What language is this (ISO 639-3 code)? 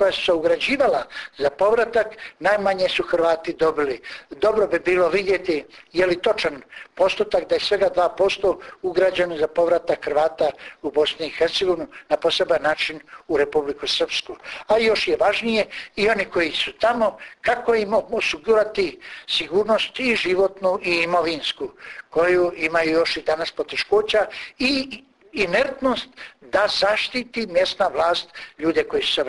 hrv